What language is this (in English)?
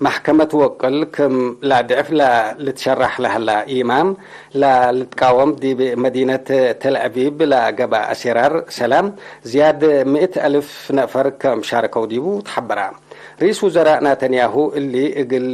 Tigre